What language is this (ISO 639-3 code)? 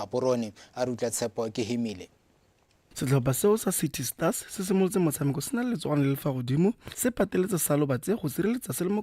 tsn